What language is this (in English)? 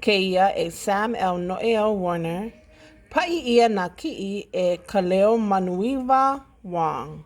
Hawaiian